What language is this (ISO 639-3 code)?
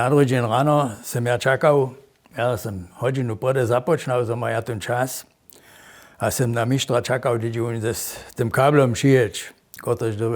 hsb